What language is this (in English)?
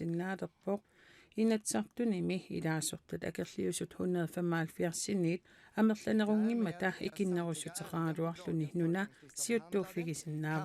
Kalaallisut